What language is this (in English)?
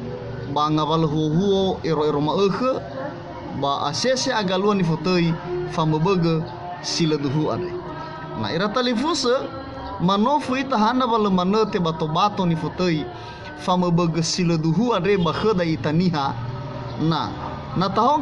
Nias